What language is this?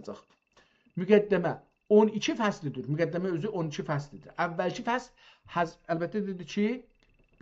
South Azerbaijani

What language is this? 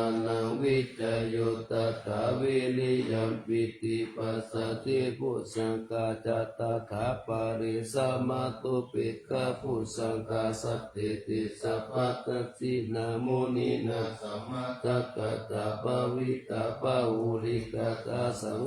Pali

